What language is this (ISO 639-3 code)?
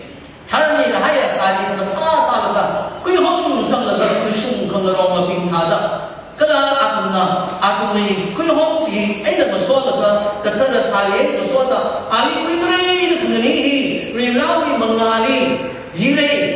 nmf